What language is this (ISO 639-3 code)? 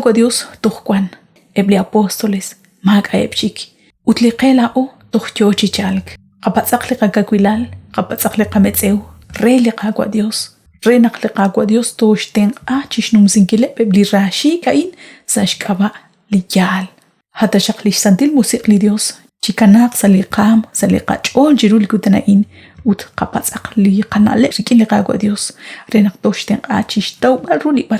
kek